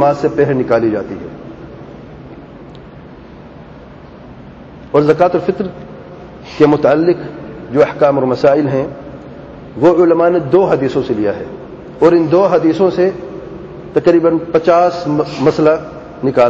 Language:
Urdu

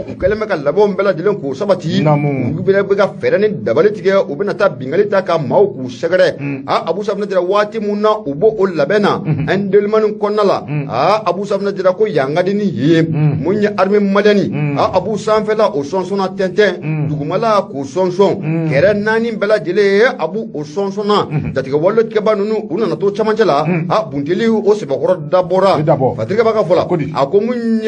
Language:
Bambara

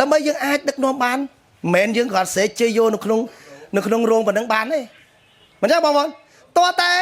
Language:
Khmer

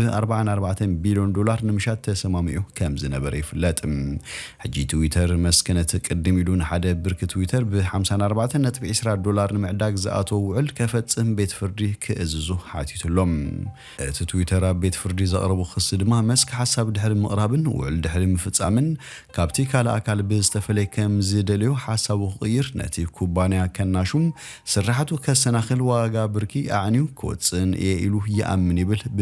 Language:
Tigrinya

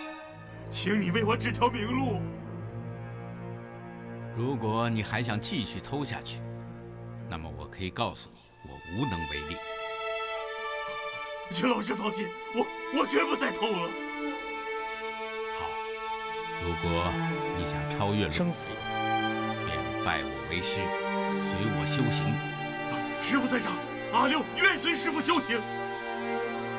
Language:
Chinese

